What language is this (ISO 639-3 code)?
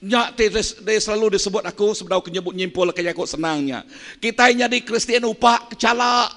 iba